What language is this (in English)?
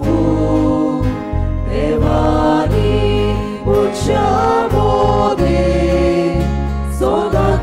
Konkani